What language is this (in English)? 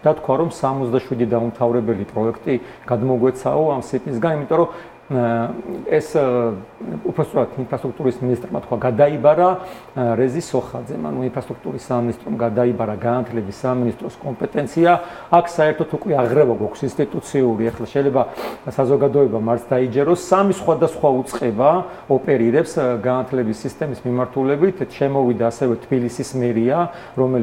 Georgian